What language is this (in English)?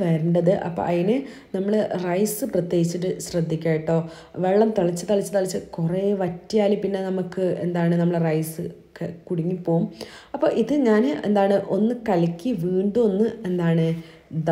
Malayalam